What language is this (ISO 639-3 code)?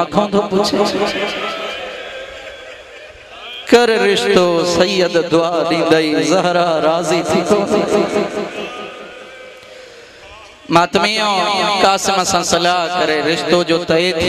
snd